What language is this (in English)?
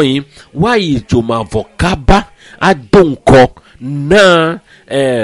Ewe